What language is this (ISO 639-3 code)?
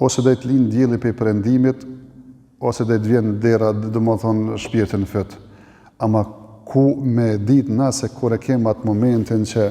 sqi